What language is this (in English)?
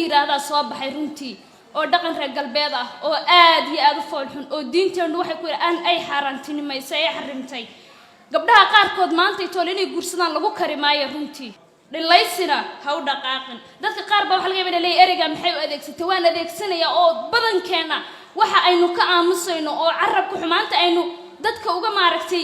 Somali